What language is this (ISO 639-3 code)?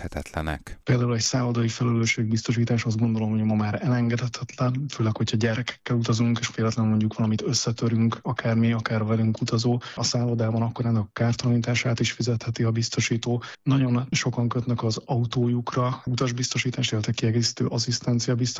hun